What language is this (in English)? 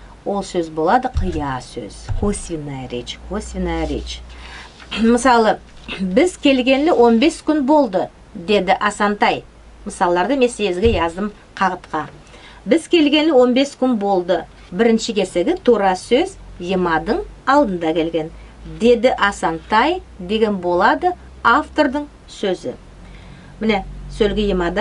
Nogai